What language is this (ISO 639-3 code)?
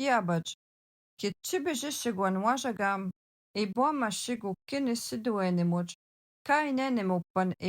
alq